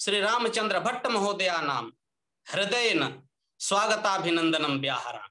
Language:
Sanskrit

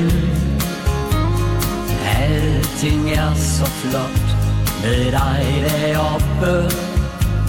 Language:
Danish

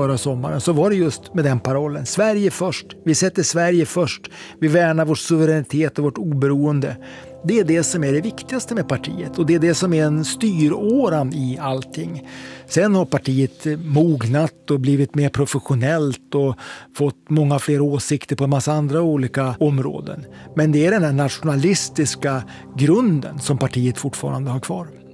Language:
Swedish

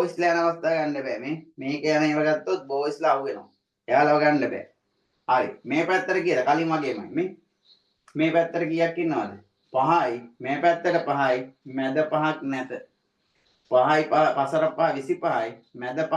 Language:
Sinhala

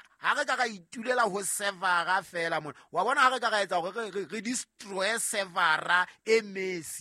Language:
Southern Sotho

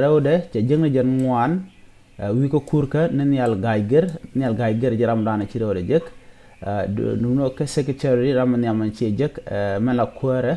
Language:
Nuer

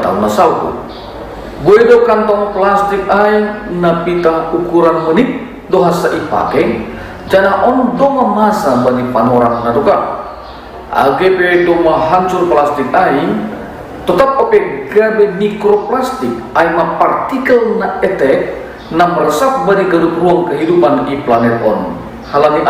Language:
Batak Simalungun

